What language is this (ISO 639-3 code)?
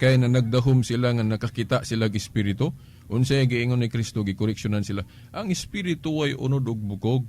ceb